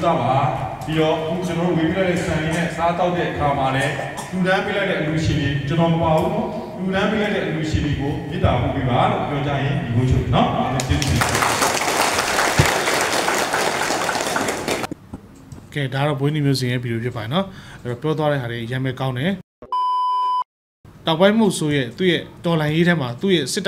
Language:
Burmese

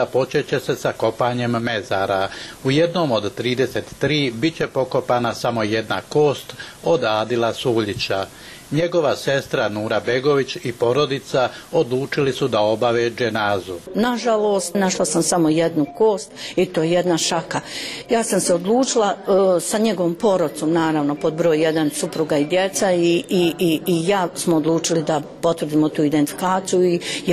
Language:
Bosnian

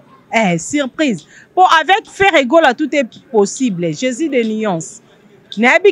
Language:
Lingala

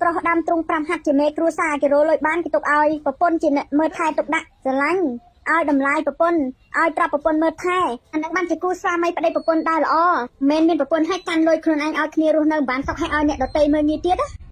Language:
Khmer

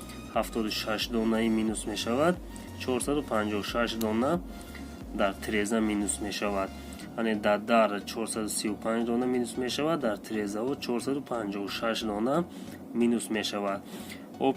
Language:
Tajik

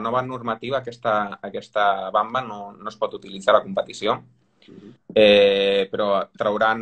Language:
Catalan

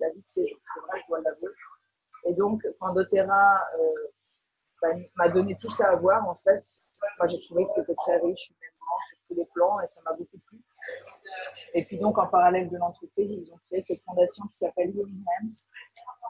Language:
French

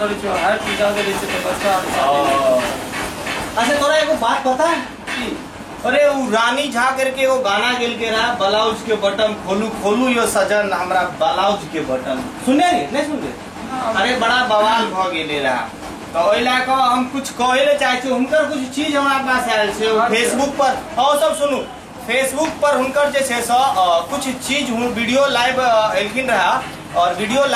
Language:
Maithili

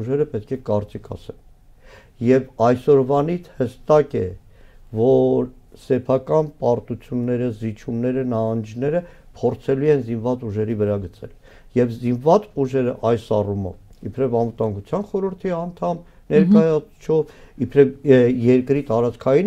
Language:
Armenian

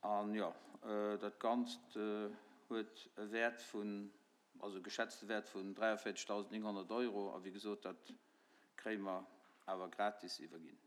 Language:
Luxembourgish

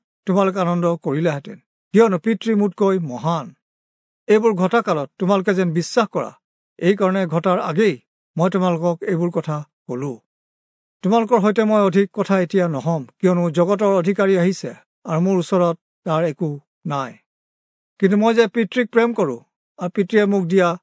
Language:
Assamese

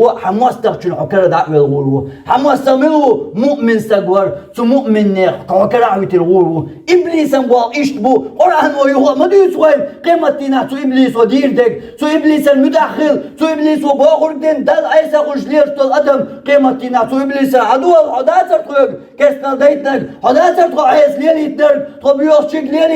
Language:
Chechen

